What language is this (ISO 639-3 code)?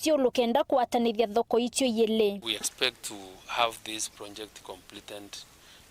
mer